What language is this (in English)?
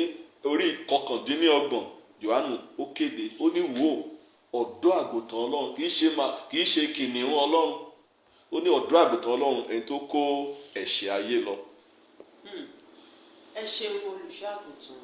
Yoruba